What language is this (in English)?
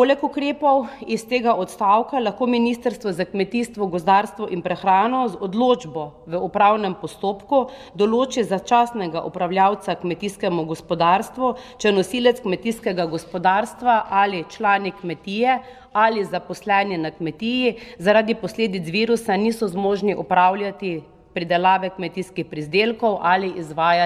Slovenian